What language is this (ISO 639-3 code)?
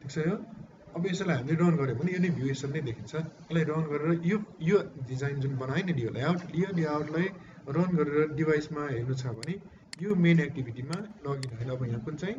nep